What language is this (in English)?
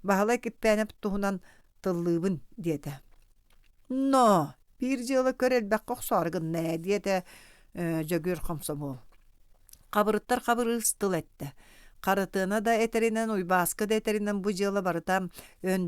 Yakut